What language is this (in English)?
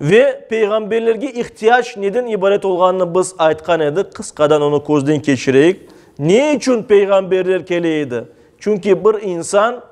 Crimean Tatar